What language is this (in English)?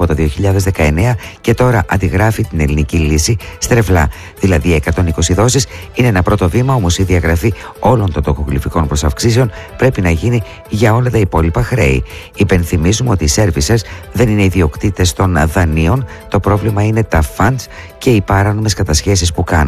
Greek